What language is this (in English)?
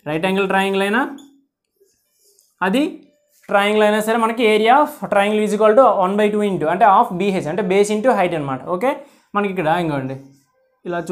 Telugu